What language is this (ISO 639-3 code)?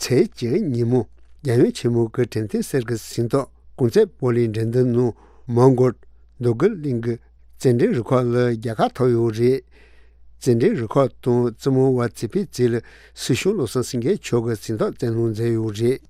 bod